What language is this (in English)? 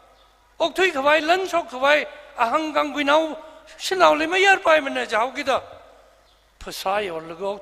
Tangkhul Naga (India)